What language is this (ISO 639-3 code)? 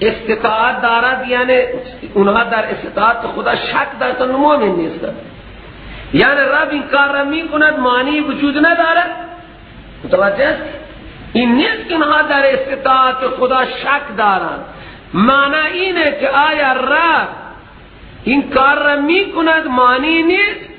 fas